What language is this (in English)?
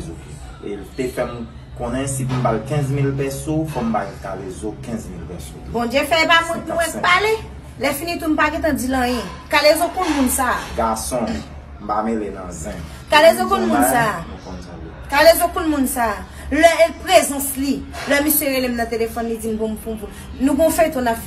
Haitian Creole